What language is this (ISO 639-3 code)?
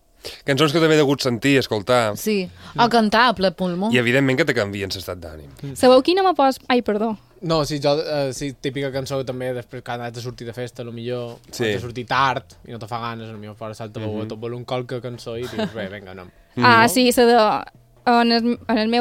cat